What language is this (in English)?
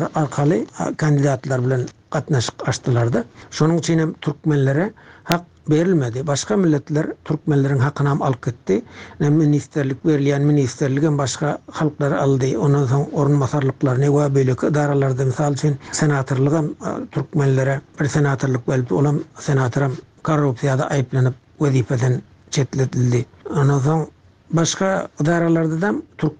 Turkmen